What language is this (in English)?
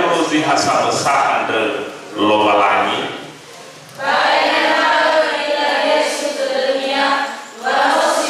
Nias